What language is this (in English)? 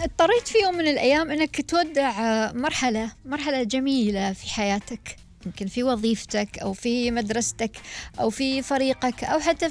Gulf Arabic